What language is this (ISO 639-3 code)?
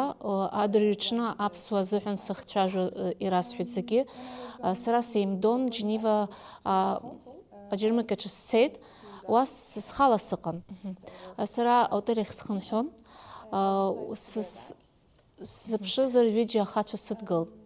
abk